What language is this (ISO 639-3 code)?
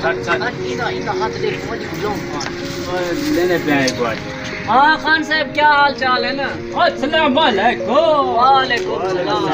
skr